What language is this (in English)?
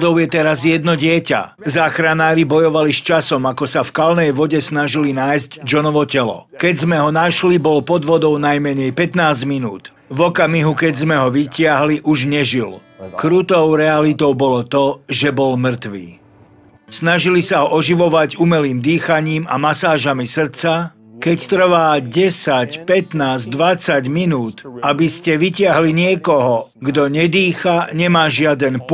Slovak